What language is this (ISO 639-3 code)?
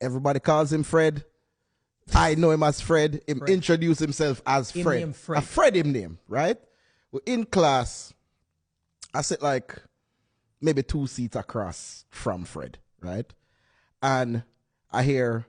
jam